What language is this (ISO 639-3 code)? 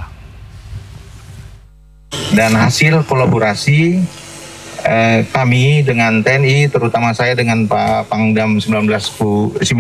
ind